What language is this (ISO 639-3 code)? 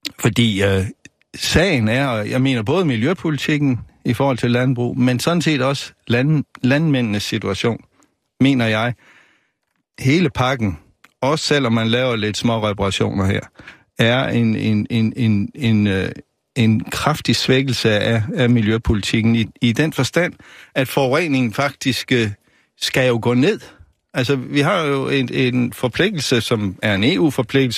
dan